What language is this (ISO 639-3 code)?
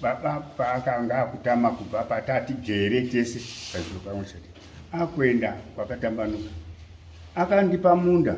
sna